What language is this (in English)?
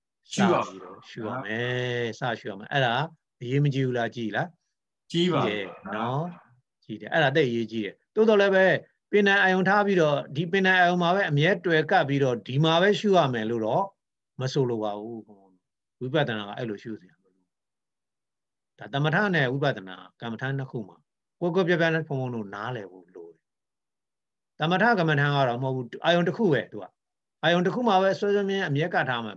Burmese